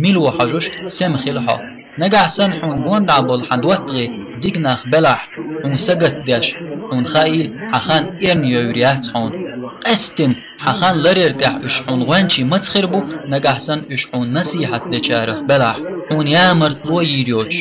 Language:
Chechen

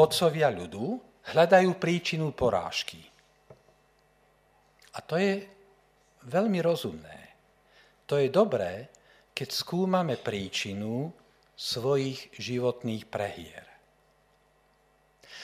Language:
Slovak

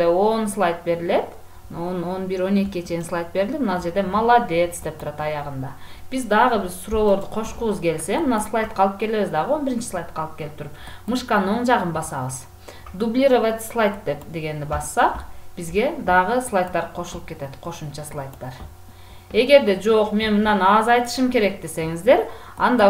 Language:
Kyrgyz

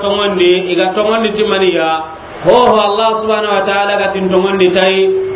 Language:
Soninke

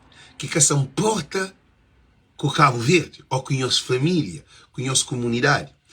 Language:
Kabuverdianu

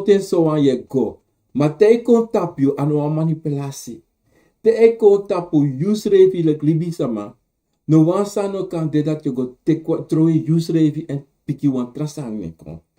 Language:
Sranan Tongo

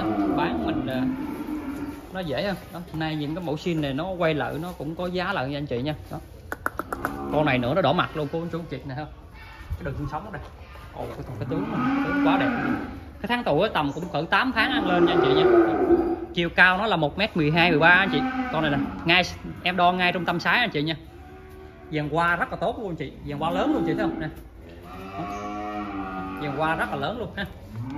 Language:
Vietnamese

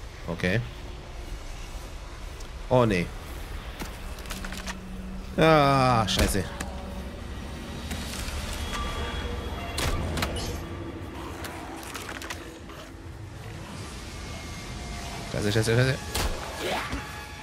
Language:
German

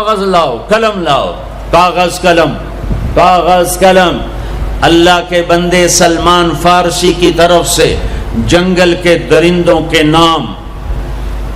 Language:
Urdu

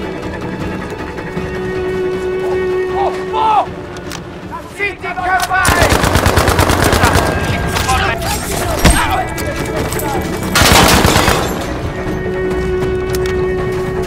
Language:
Norwegian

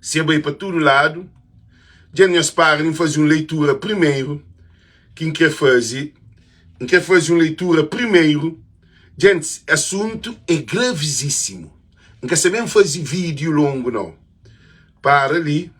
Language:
Kabuverdianu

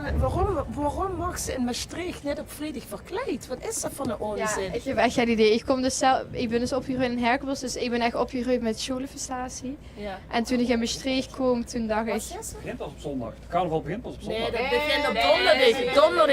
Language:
Limburgish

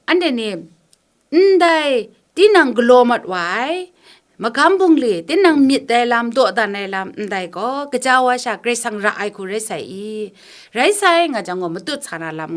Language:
Kachin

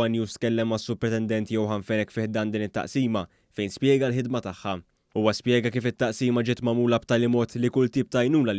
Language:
Maltese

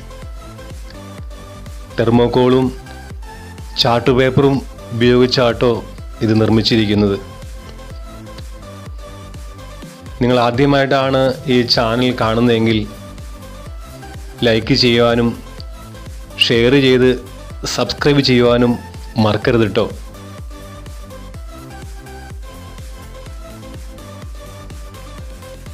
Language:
Malayalam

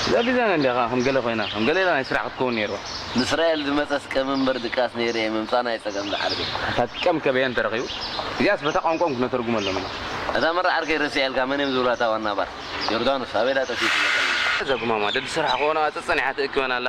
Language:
Tigrinya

